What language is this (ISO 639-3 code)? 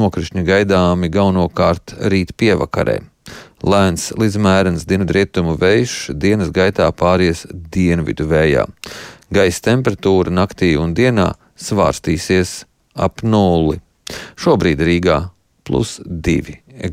lav